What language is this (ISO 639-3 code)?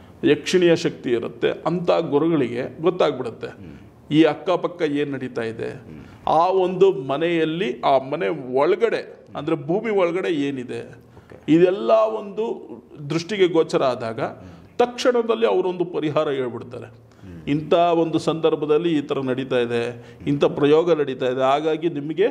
kan